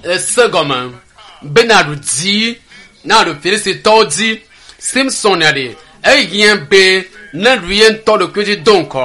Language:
Ewe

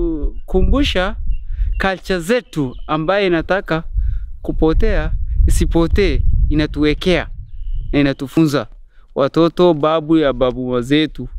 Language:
Swahili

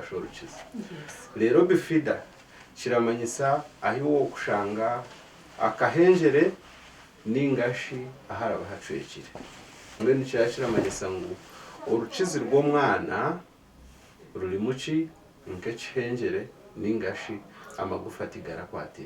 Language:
Nyankole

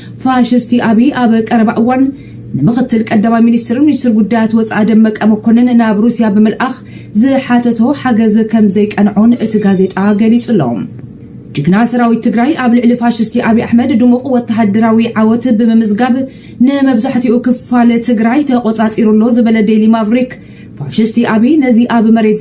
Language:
Tigrinya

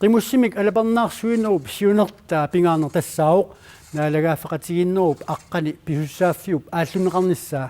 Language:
Kalaallisut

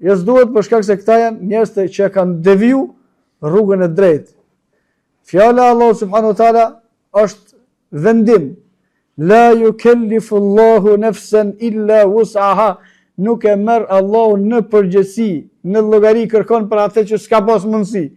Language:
Albanian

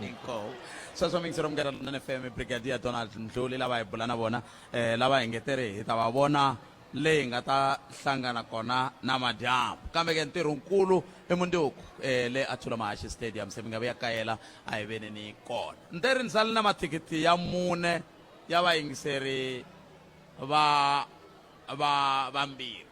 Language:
Tsonga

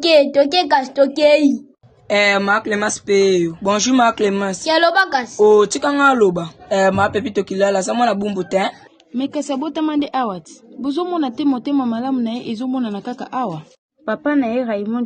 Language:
Lingala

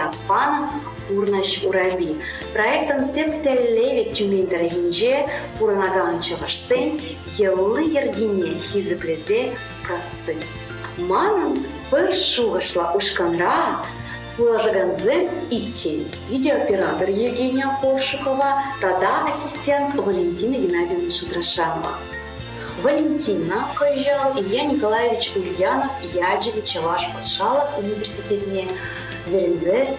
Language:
Chuvash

